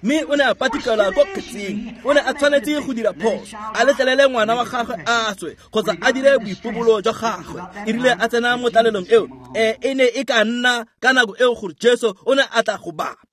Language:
Tswana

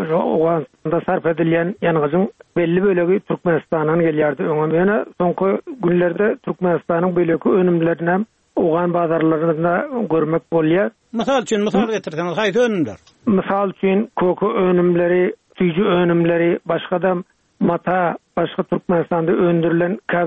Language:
Turkmen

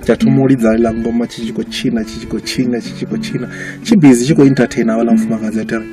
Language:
Venda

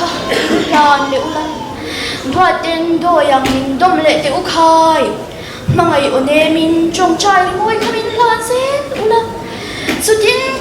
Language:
Mizo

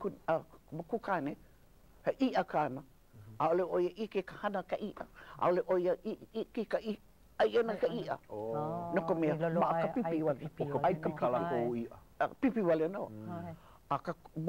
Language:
Hawaiian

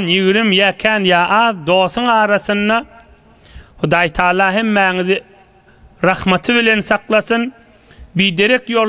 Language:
Turkmen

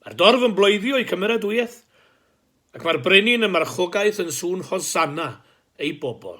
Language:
Welsh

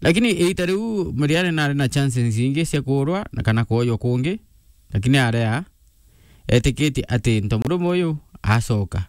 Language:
Meru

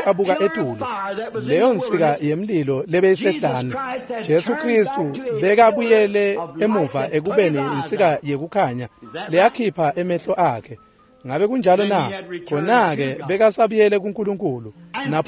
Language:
Swati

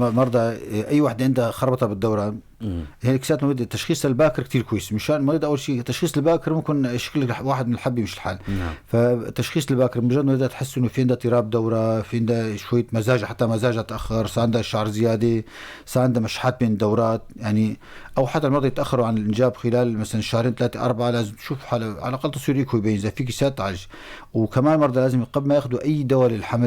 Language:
North Levantine Arabic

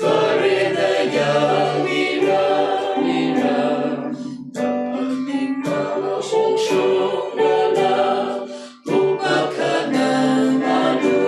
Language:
Tangkhul Naga (India)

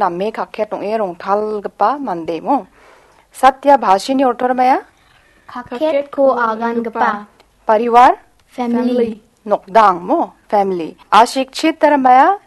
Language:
Garo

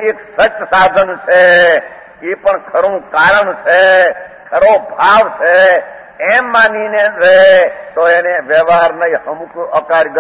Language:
Gujarati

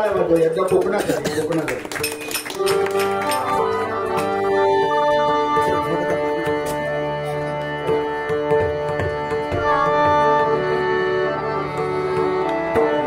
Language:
Marathi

